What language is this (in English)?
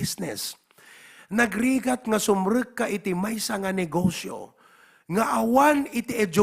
Iloko